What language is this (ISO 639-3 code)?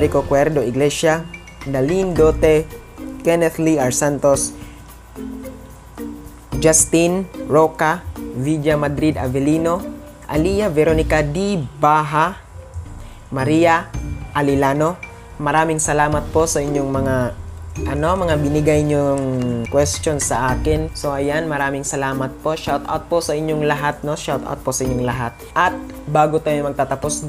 fil